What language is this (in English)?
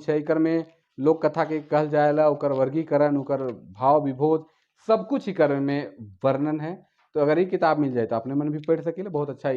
Sadri